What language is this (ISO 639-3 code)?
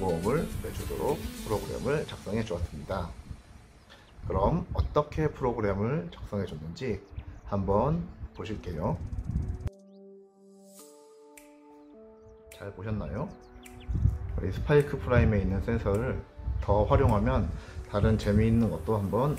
kor